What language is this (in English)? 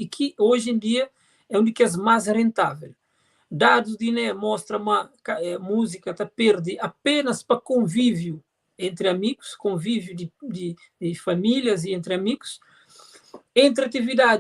Kabuverdianu